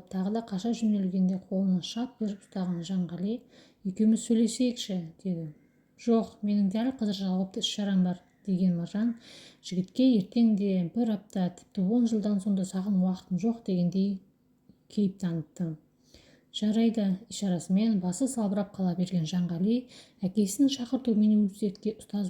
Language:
Kazakh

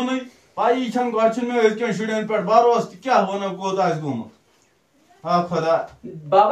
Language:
Kashmiri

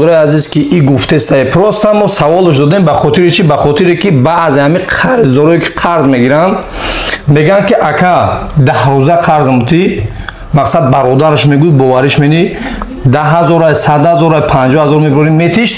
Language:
Tajik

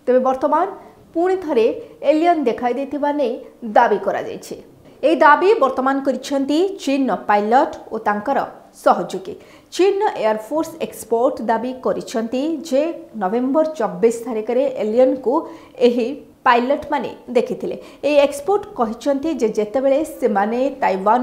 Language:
Odia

